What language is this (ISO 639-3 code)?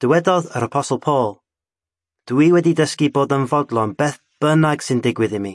cym